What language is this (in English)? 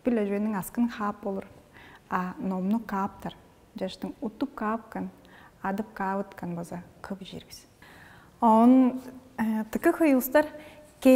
Tuvinian